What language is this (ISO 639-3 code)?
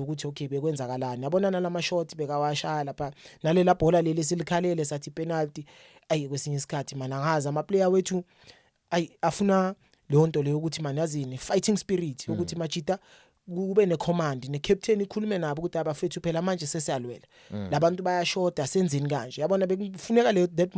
zul